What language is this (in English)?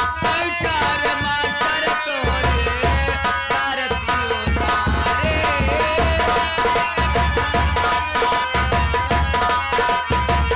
Bhojpuri